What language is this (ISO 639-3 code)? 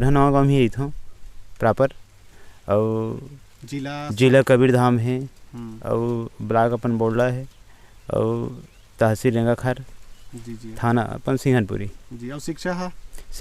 hne